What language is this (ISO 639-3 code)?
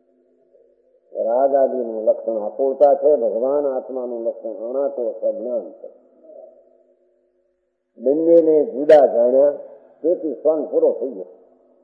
guj